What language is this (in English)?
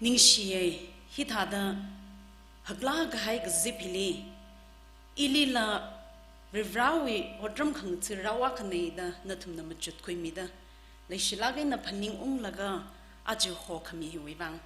Tangkhul Naga (India)